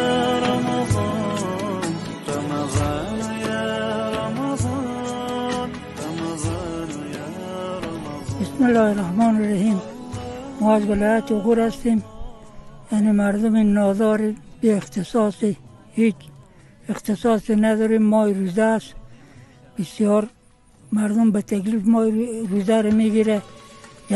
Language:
Persian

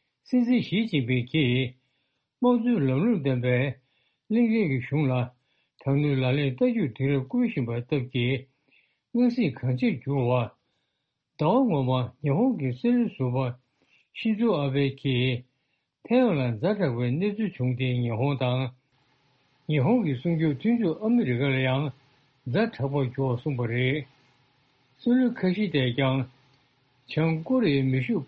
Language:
Tibetan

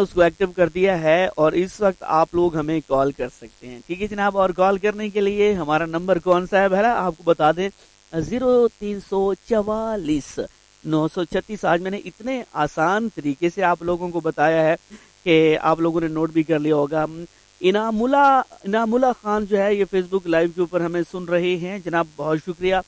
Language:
Urdu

